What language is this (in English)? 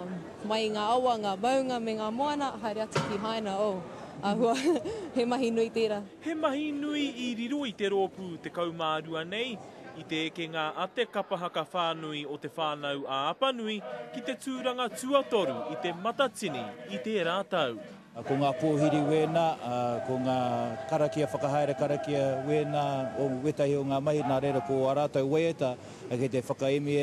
Māori